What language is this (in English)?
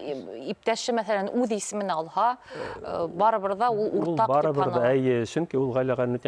Bashkir